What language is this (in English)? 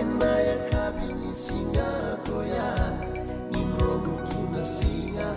Fijian